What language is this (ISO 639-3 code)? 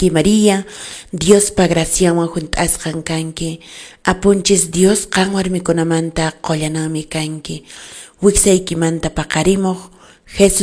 que